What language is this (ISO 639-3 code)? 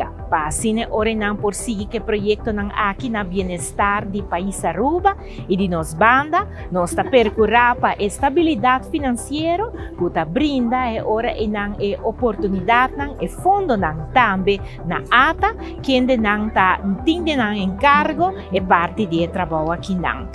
pap